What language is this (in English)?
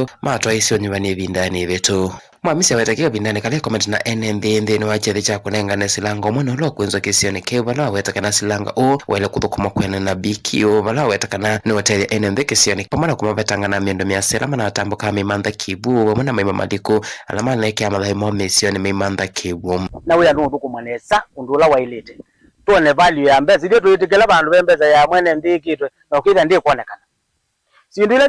Kamba